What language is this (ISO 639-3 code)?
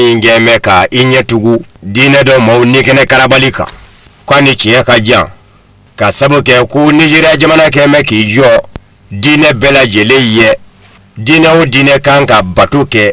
bam